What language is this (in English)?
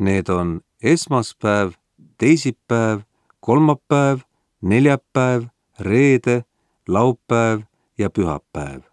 Estonian